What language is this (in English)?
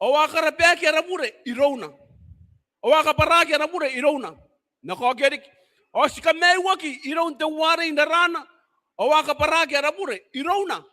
Gilbertese